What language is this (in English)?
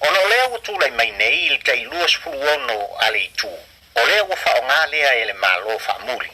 Samoan